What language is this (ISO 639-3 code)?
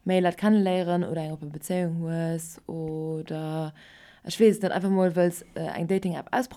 ltz